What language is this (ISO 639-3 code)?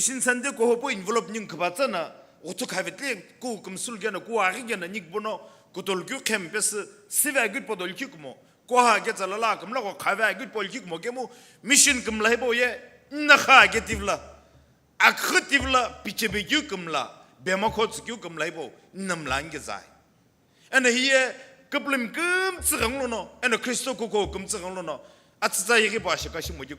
nsm